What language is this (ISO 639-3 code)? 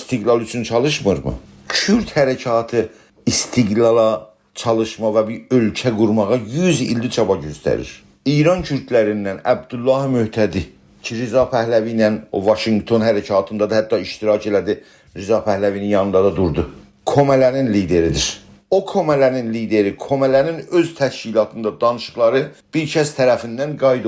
azb